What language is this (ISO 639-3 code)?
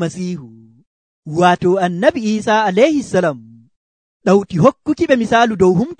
fuv